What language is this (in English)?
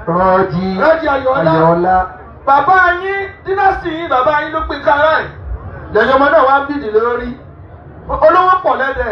Yoruba